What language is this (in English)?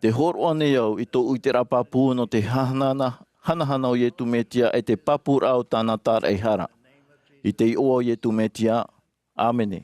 Tahitian